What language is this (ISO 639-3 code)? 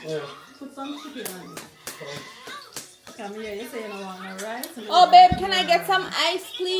jam